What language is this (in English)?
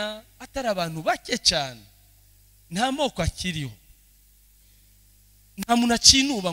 Rundi